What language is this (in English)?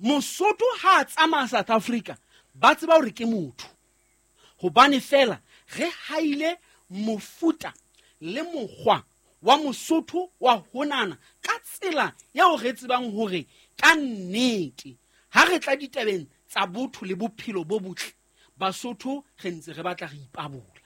Southern Sotho